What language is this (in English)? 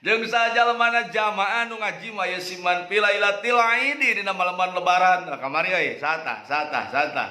Sundanese